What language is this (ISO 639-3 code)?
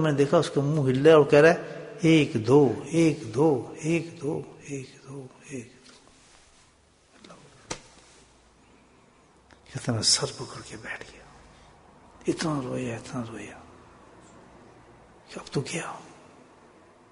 urd